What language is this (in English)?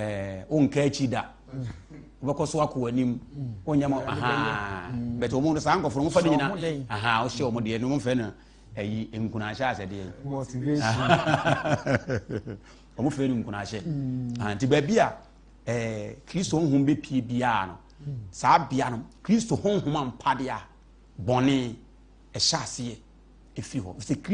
Akan